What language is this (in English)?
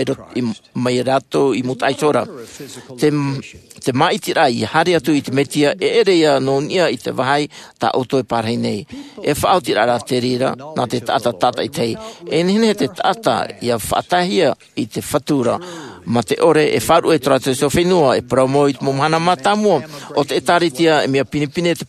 Tahitian